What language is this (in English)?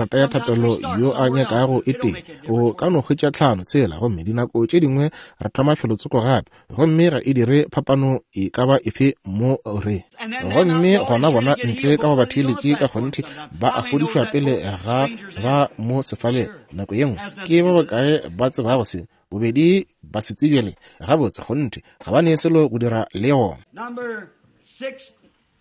Northern Sotho